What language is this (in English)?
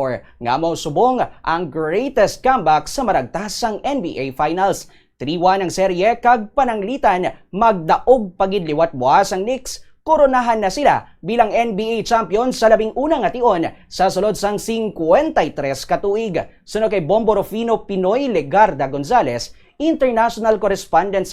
Hiligaynon